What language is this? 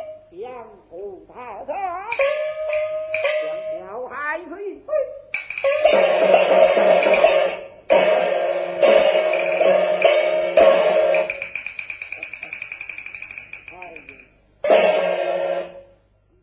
Chinese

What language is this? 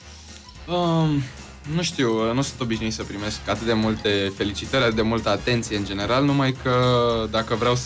Romanian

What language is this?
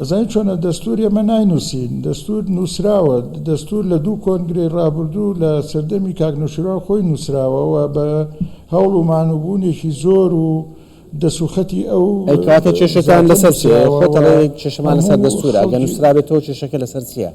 Central Kurdish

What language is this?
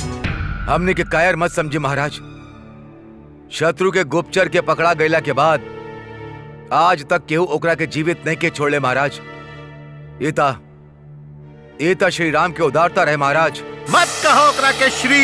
Bhojpuri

